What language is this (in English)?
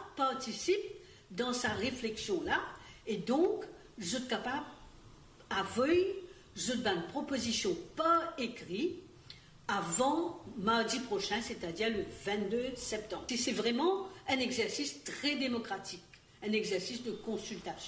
Morisyen